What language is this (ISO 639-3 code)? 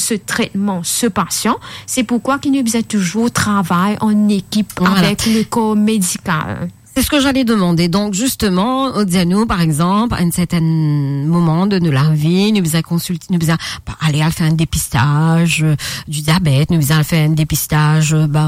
mfe